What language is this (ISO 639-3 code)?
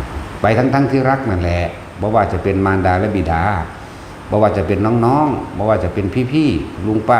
tts